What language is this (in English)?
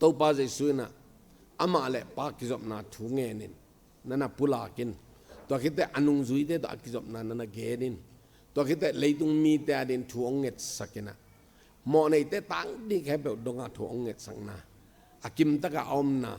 Tedim Chin